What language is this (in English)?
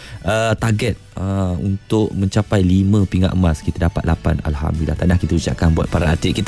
Malay